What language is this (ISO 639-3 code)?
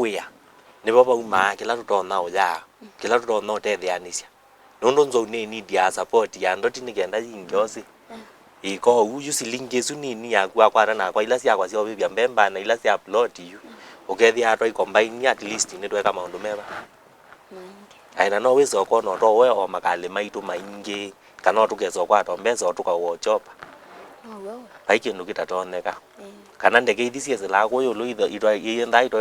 kam